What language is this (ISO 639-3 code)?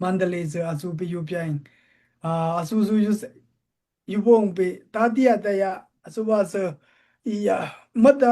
dao